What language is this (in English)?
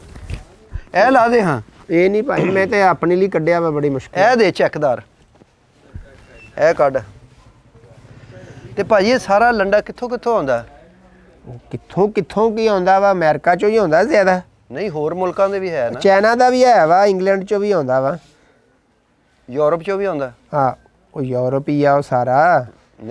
Punjabi